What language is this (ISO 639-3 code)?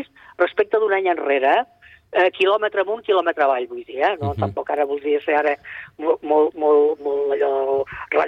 cat